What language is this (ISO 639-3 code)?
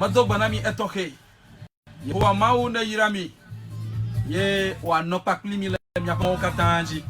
ewe